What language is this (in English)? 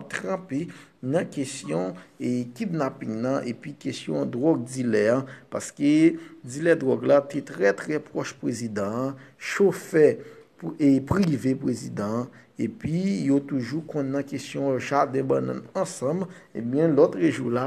Haitian Creole